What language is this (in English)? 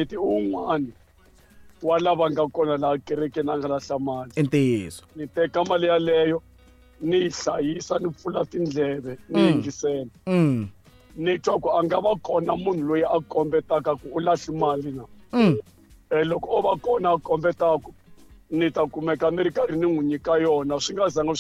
Tsonga